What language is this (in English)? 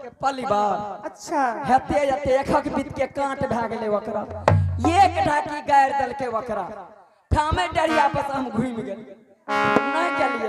Angika